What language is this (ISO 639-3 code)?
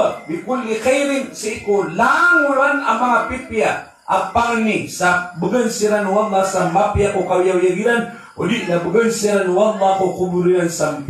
mrw